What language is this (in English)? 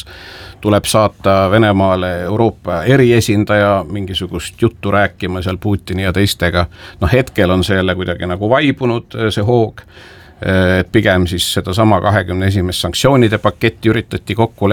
Estonian